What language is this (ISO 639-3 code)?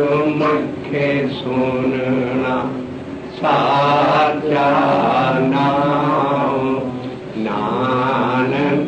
pan